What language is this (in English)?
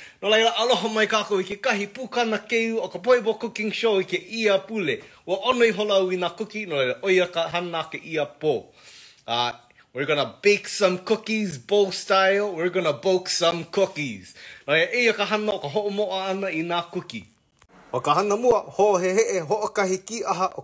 Hawaiian